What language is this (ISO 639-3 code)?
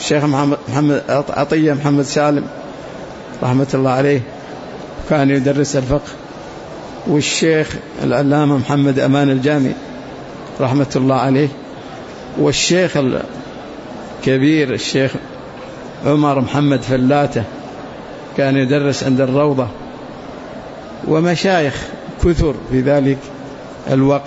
ara